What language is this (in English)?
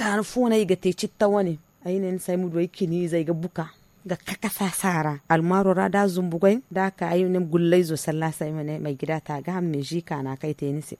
Zarma